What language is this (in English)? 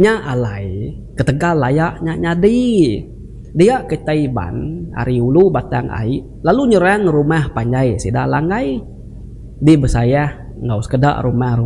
Iban